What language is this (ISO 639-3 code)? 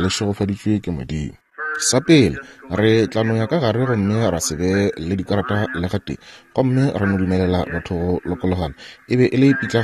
nso